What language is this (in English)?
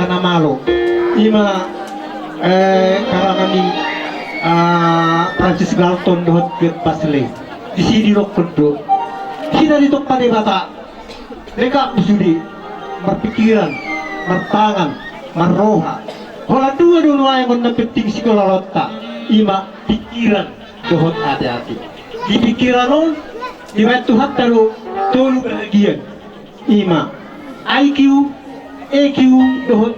Batak Toba